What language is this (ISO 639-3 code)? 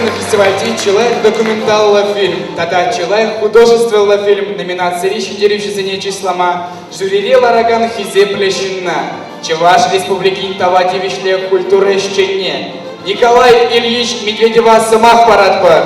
chv